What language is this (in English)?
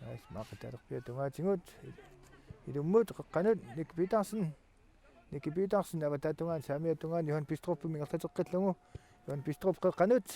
Kalaallisut